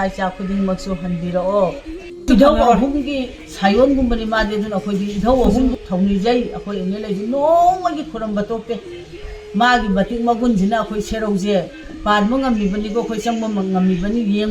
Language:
Manipuri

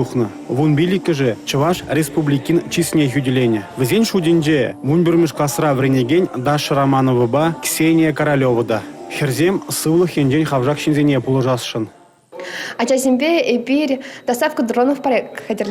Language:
Chuvash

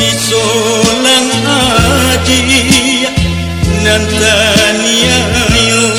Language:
Minangkabau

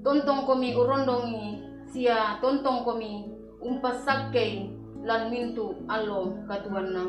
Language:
Toraja-Sa'dan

